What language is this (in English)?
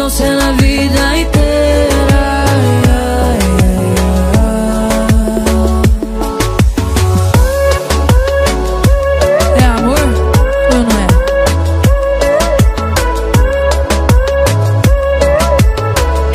Portuguese